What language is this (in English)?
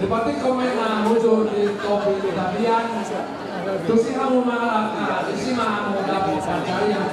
Batak Toba